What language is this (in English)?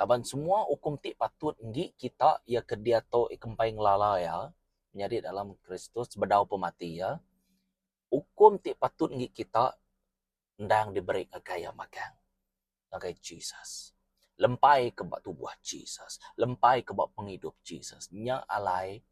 Iban